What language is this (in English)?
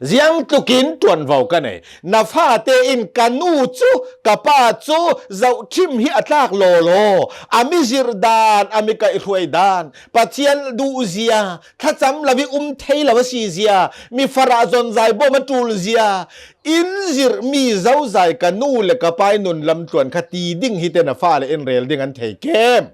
Hakha Chin